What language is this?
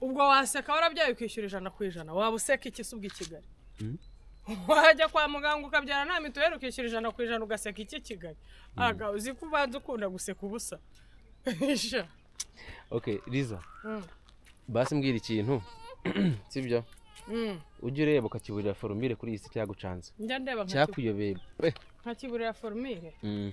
Kinyarwanda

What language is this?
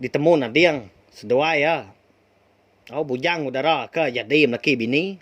Iban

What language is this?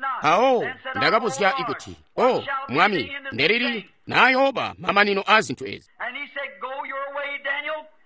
Tonga (Zambia)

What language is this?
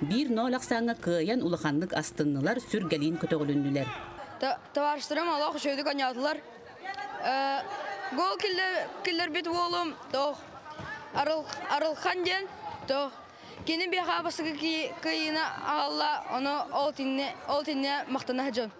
Yakut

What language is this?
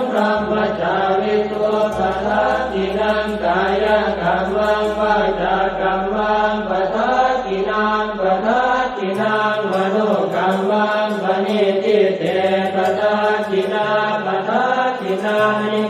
Pali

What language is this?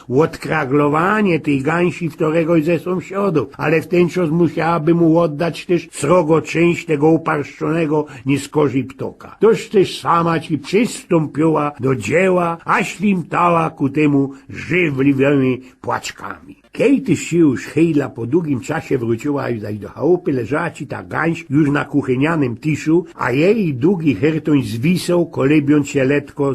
Silesian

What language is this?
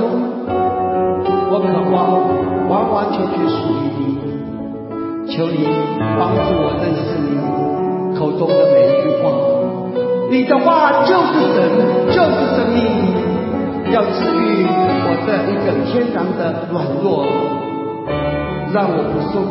Chinese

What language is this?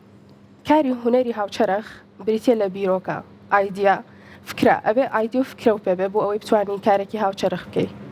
Central Kurdish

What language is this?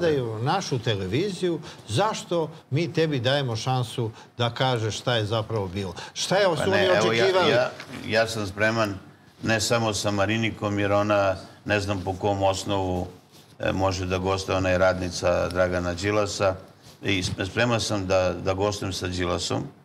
Serbian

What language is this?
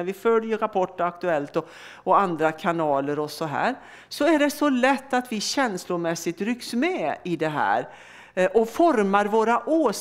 Swedish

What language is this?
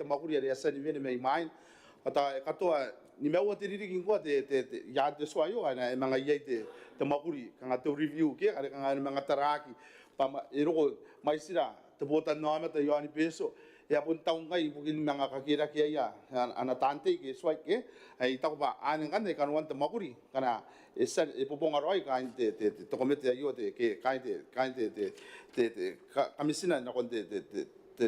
Gilbertese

